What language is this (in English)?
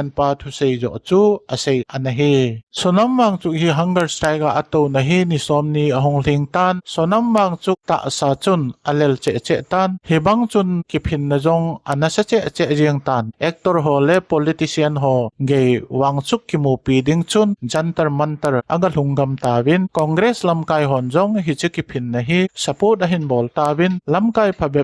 Thado Chin